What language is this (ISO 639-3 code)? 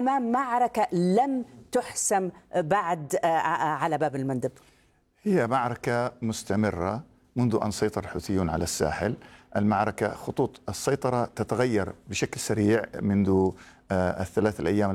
ara